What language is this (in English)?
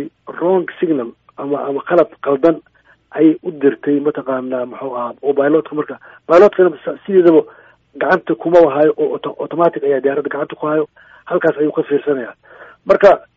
Somali